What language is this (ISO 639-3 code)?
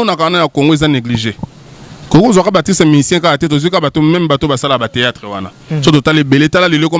lin